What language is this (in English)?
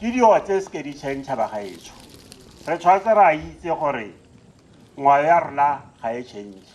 Tswana